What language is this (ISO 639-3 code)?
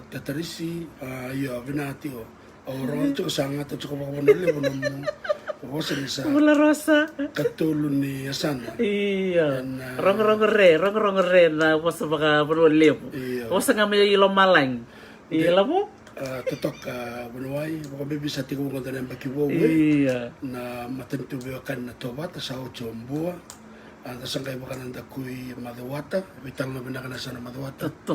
fij